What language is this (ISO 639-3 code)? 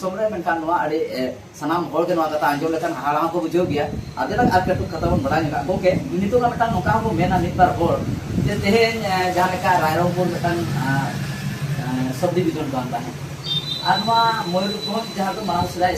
sat